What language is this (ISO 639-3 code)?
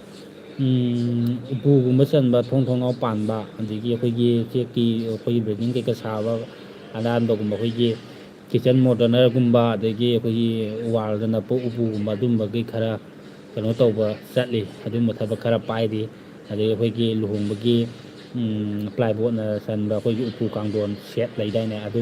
mni